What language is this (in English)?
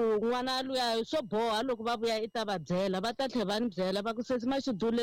Tsonga